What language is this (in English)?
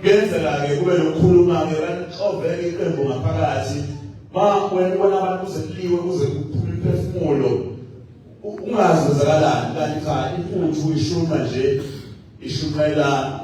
Zulu